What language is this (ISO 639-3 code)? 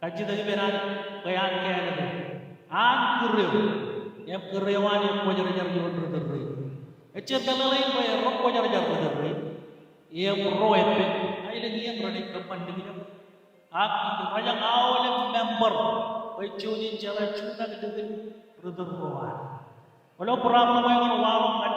mah